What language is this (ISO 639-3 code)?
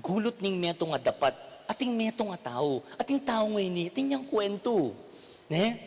pam